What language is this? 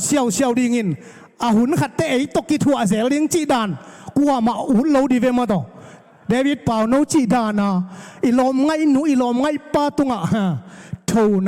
Tedim Chin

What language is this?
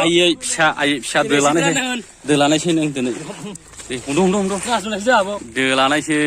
Bodo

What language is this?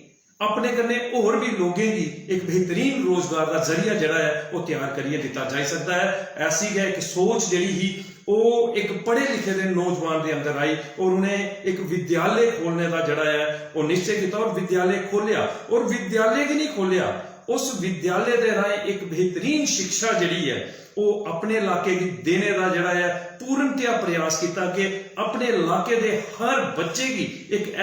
Dogri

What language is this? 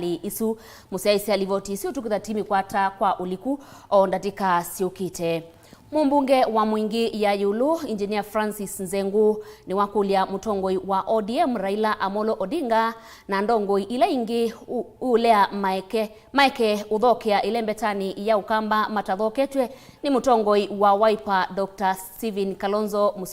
Kamba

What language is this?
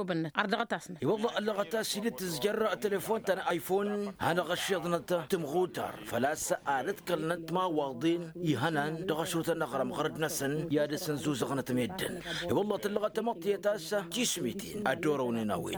Tamasheq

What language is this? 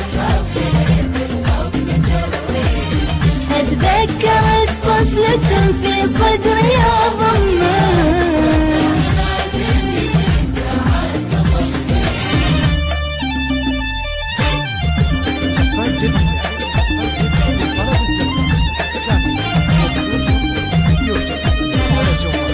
Arabic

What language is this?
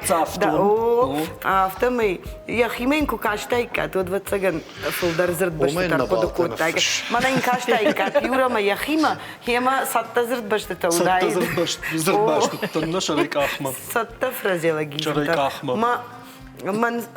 Ossetic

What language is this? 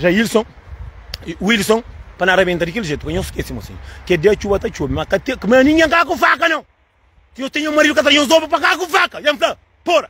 Kabuverdianu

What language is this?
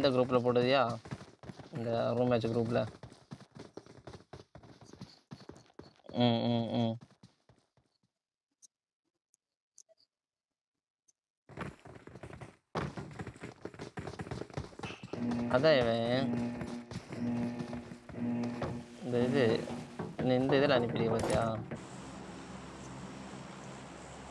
Tamil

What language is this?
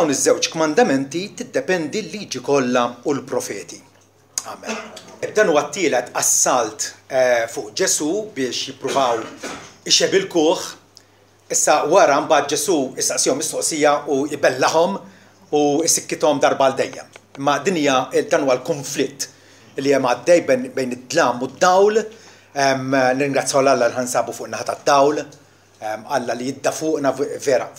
Maltese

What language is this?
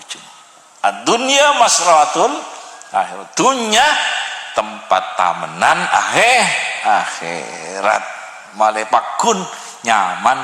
Madurese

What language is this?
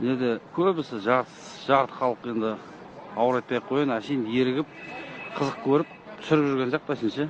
Kyrgyz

